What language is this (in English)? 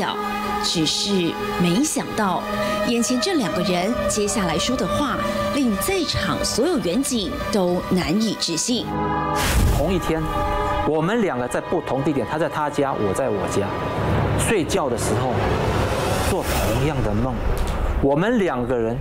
Chinese